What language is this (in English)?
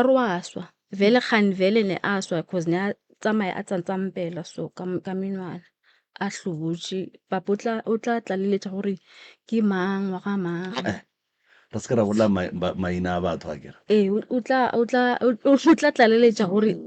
Northern Sotho